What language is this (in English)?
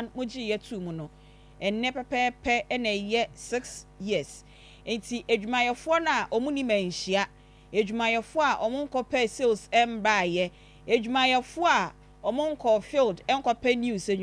Akan